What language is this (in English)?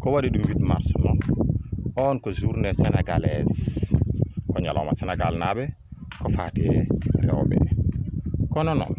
Fula